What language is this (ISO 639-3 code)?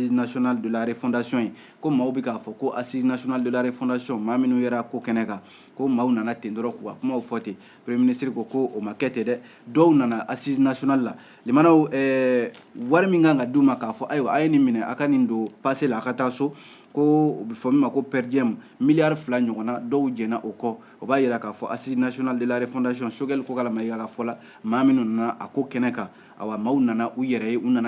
bam